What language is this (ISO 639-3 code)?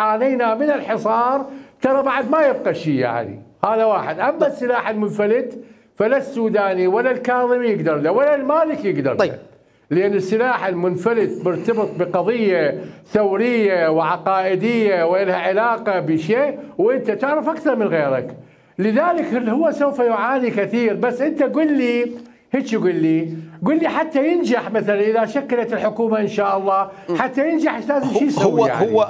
acm